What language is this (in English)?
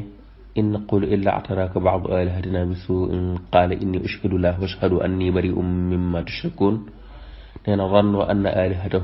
Wolof